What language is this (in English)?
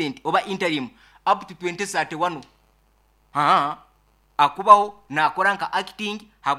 Nyoro